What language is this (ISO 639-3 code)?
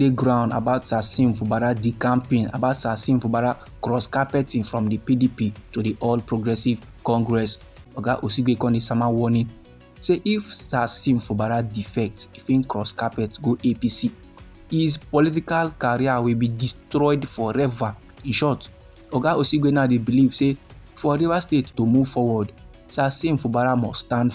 pcm